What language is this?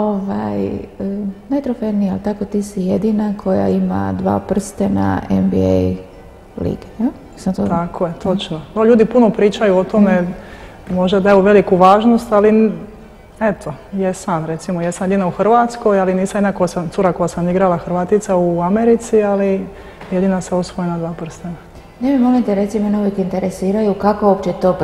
Croatian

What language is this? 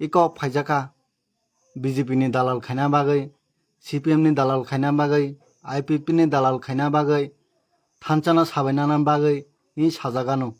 Kok Borok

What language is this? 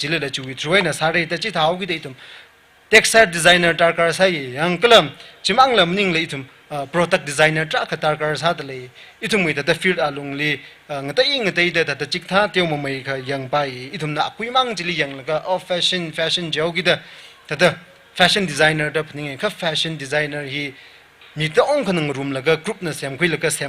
Tangkhul Naga (India)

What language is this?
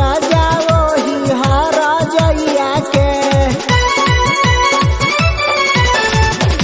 Bhojpuri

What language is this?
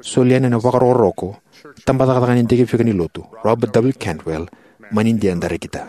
Fijian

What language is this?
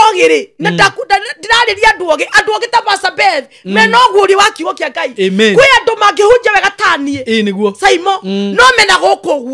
Kikuyu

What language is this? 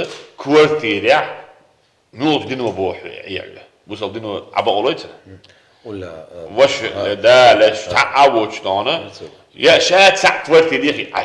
Chechen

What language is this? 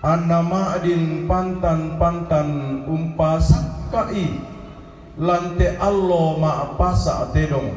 Toraja-Sa'dan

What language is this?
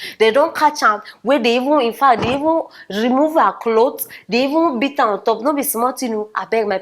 Nigerian Pidgin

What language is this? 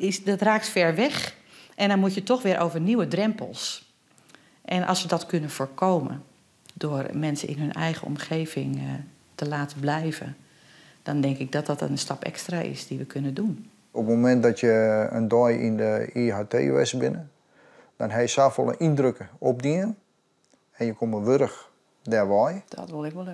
Western Frisian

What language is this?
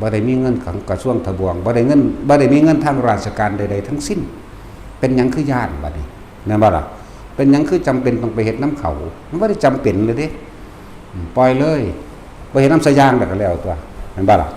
Northeastern Thai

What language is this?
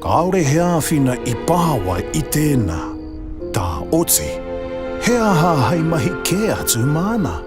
Māori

